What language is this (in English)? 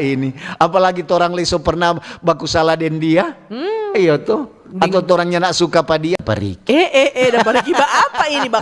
Manado Malay